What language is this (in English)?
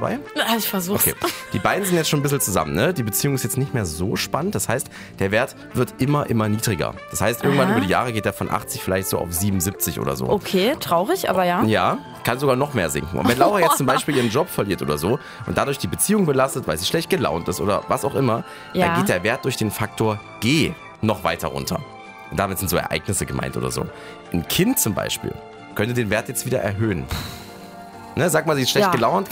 German